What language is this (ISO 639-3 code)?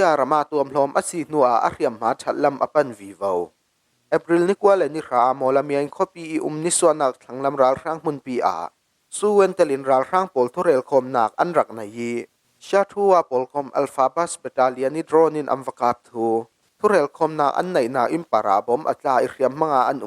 cfm